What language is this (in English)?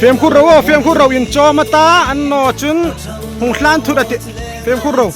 Hmar